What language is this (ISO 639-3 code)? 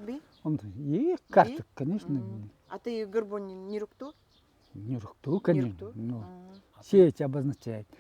gld